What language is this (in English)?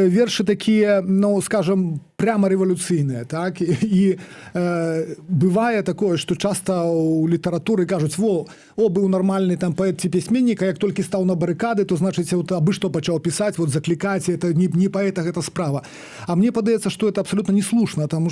Belarusian